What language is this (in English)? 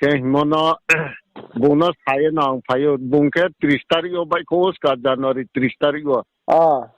Riang (India)